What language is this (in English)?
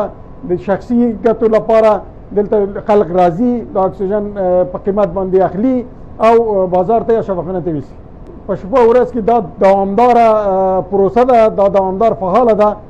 Pashto